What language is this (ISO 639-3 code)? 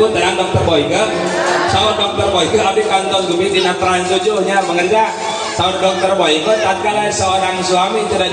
sun